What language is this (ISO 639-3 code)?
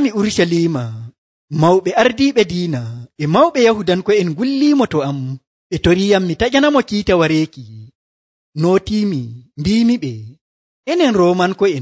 fuv